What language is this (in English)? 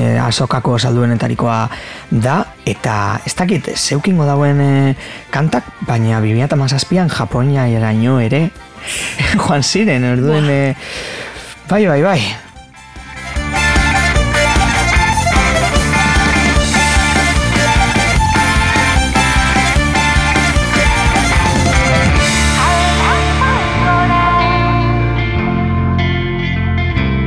Basque